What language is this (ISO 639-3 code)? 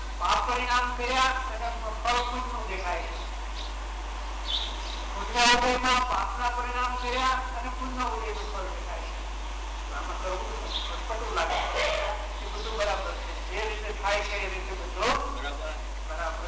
guj